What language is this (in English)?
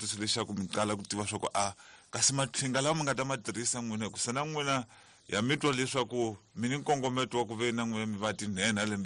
Tsonga